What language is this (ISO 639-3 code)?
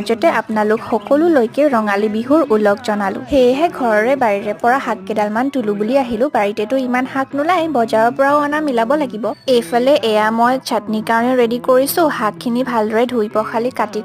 asm